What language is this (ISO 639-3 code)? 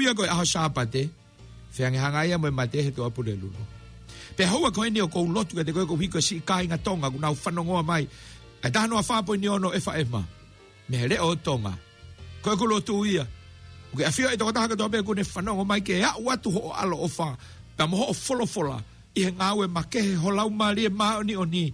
ton